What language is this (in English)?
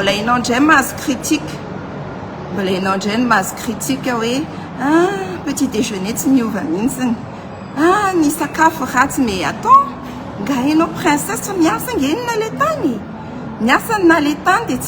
Malagasy